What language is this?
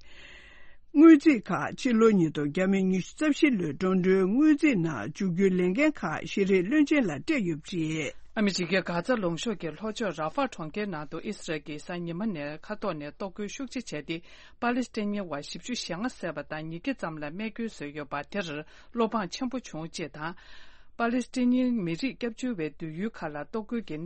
Tibetan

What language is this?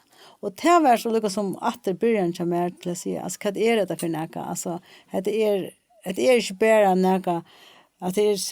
Faroese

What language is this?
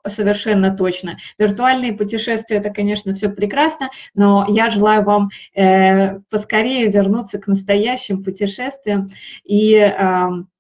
Russian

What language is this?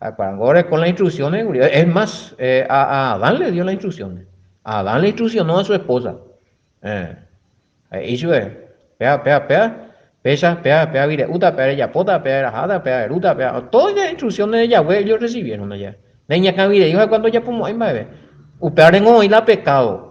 Guarani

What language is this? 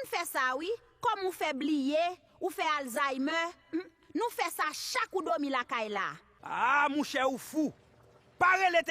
Haitian Creole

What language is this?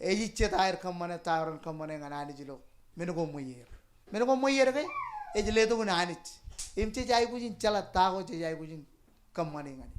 Marshallese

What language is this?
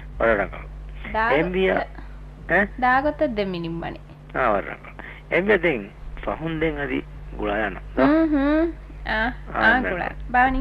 Divehi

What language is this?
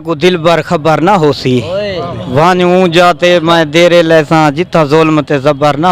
Saraiki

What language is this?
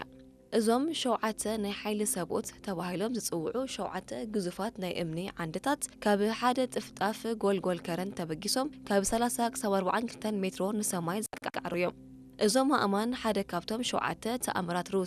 Tigrinya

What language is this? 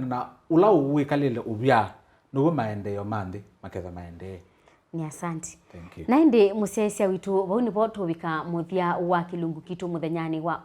Kamba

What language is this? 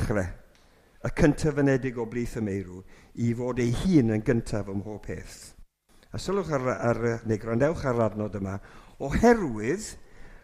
Welsh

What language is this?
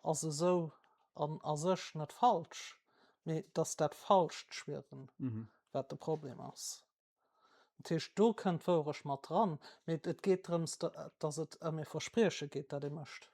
Luxembourgish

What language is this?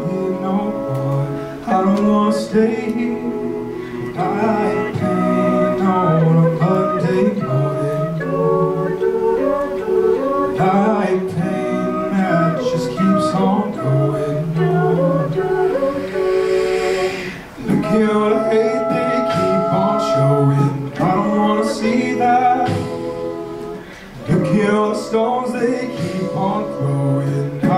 English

